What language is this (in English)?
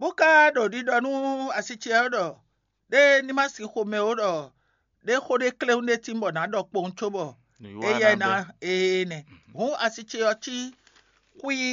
Fon